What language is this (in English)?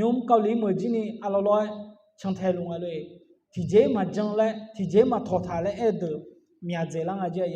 Akha